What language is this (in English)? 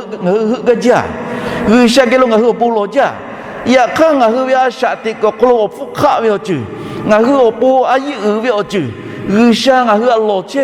Lahu